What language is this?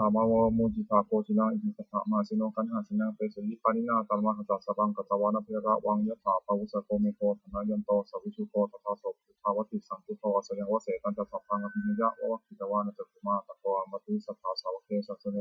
Pali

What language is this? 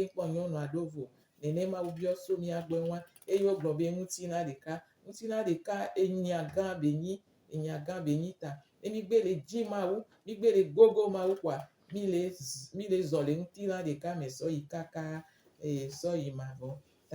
Gen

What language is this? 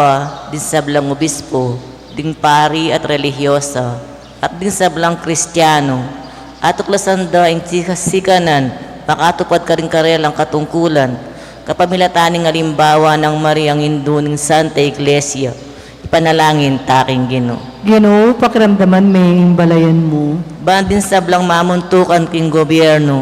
Pampanga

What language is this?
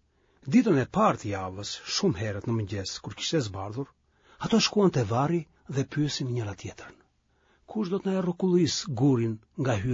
Albanian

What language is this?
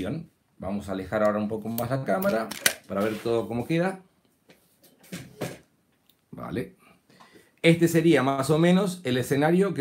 Spanish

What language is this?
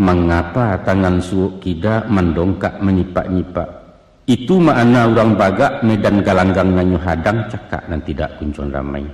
Minangkabau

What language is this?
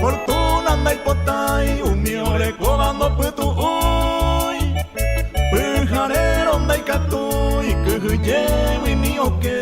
Guarani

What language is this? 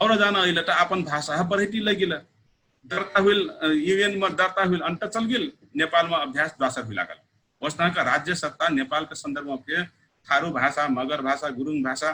Dangaura Tharu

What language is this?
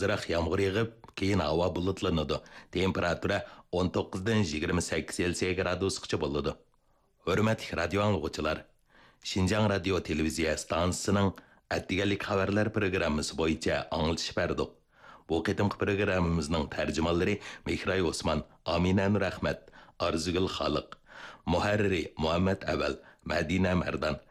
Uyghur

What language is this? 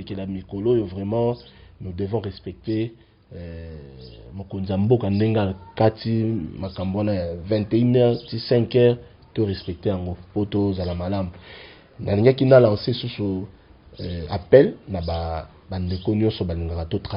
Lingala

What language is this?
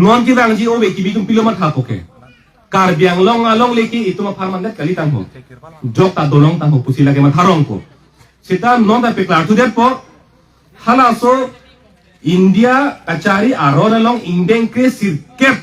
Karbi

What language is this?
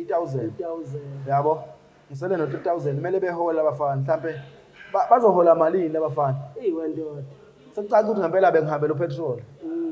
Zulu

